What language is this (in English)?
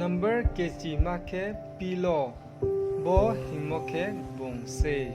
Riang (India)